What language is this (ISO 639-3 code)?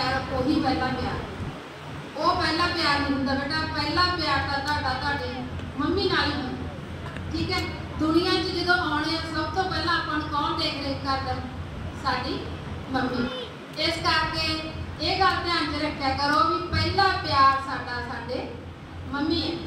pan